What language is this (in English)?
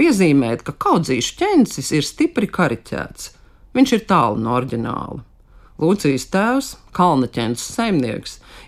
Latvian